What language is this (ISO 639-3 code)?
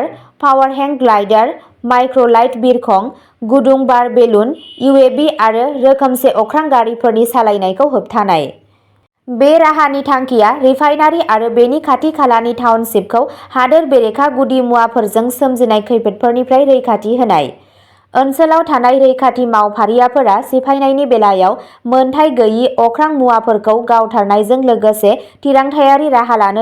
brx